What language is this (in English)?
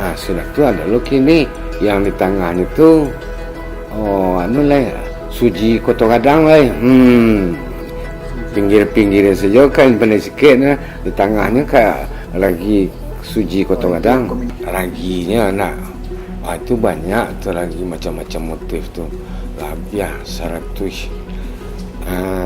Minangkabau